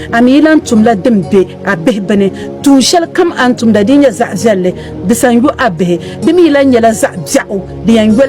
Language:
Dagbani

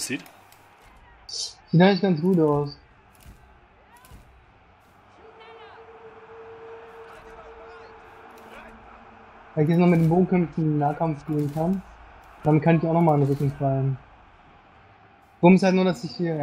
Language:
German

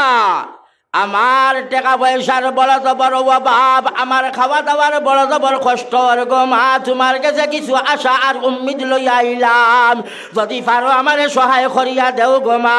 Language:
Sylheti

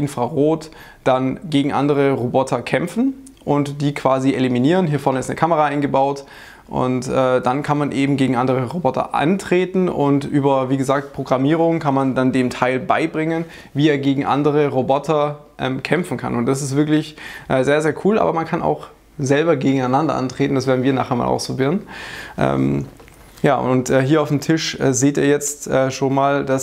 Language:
German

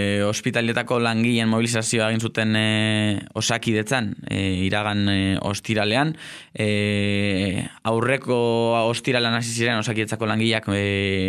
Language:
Basque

